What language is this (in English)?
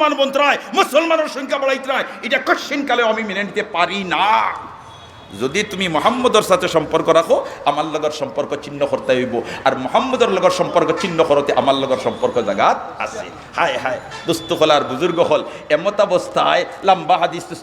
Sylheti